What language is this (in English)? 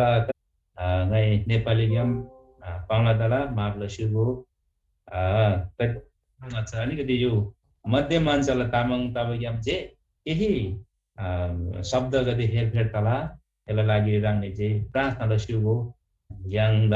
Eastern Tamang